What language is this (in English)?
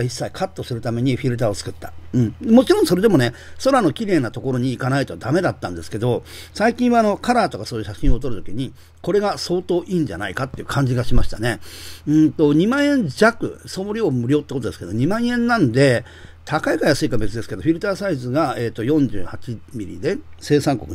Japanese